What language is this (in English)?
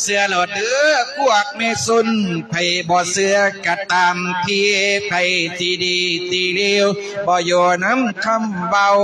Lao